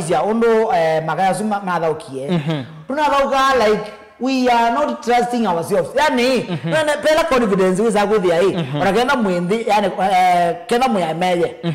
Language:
Kamba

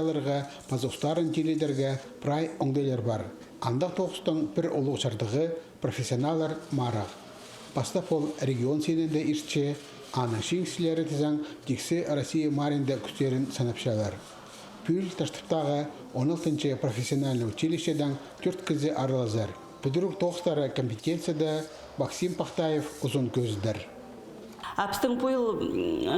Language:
Khakas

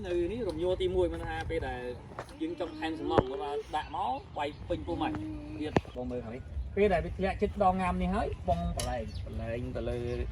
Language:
Khmer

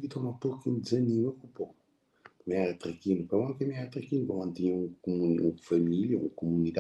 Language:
Kabuverdianu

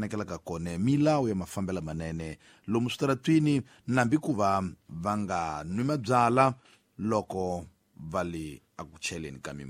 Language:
Tsonga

